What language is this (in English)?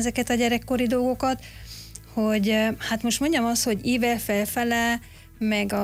Hungarian